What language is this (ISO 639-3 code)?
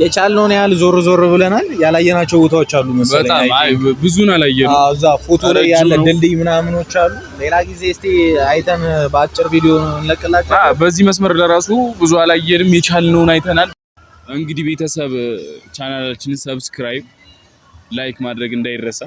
amh